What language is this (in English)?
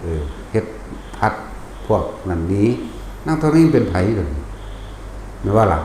Northeastern Thai